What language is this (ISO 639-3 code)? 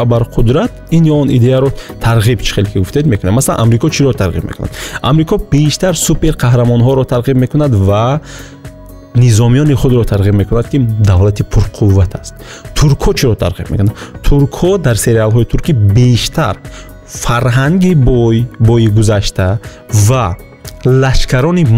tgk